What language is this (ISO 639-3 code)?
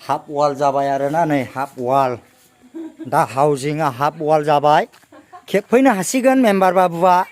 brx